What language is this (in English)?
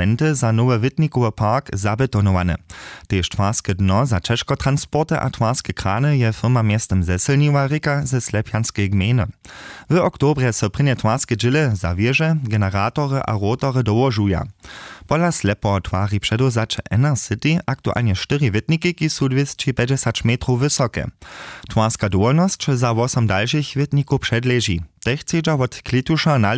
Upper Sorbian